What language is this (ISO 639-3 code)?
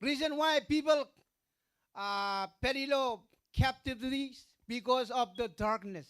mah